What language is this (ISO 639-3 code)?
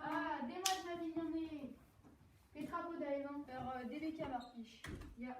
bre